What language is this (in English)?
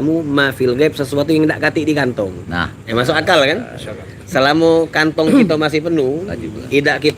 Musi